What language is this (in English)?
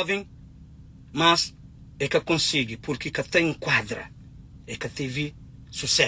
Kabuverdianu